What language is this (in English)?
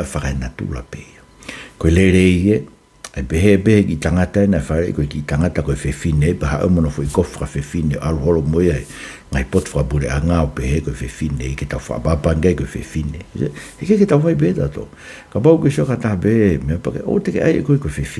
Tongan